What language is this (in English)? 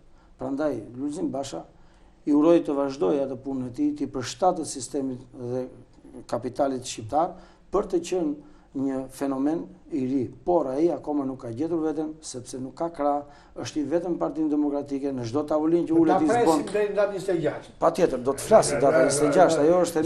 Albanian